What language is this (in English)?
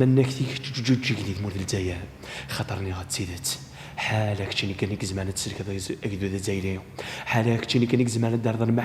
Kabyle